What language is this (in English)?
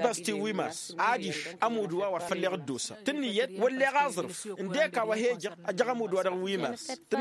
Tamasheq